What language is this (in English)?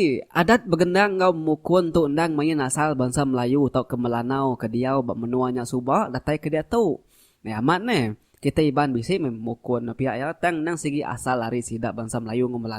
Iban